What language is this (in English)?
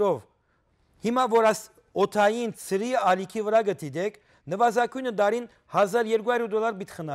Western Armenian